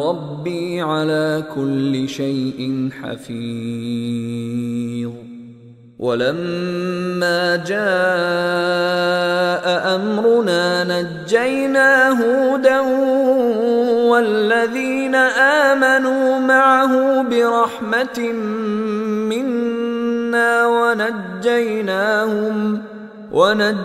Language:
Arabic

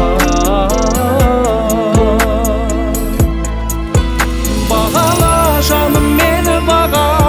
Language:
Kazakh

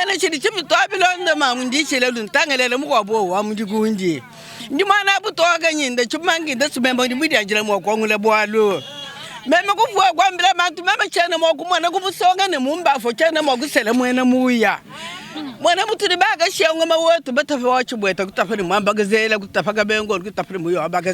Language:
Luba-Lulua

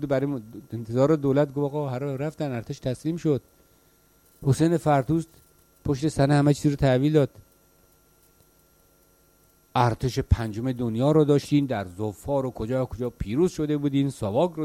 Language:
Persian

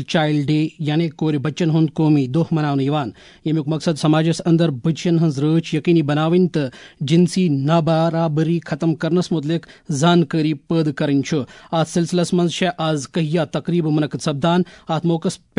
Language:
Kashmiri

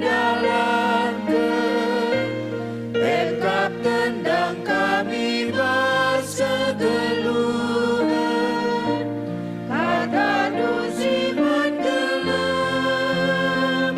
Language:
Batak Karo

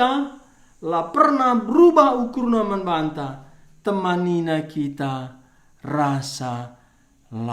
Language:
Batak Karo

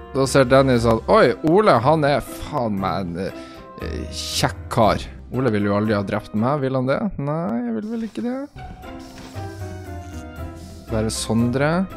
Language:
Norwegian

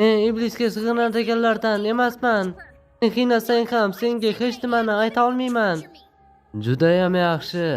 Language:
Uzbek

